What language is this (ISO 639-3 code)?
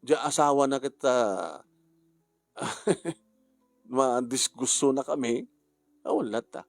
ilo